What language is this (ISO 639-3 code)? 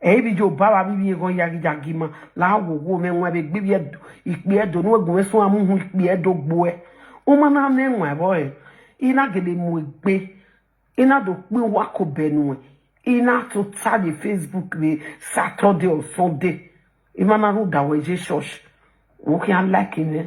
pcm